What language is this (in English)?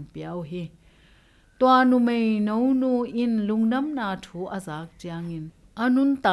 Tedim Chin